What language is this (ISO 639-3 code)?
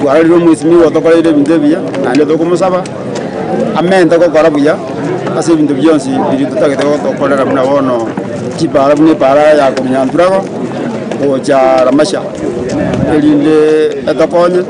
guz